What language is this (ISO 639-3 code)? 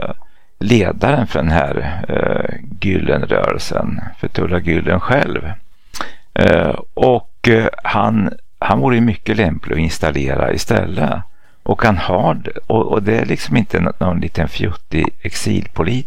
swe